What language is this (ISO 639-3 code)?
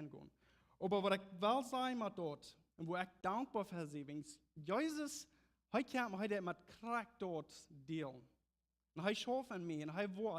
pdt